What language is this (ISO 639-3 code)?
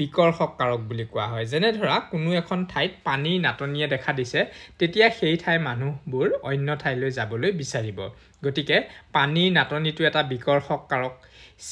asm